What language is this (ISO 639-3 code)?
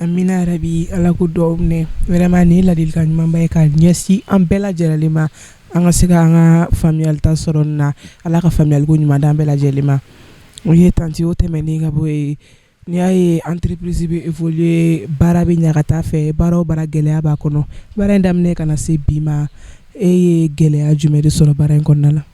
bam